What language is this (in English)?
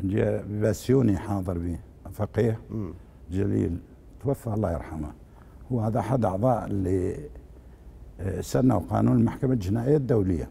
Mesopotamian Arabic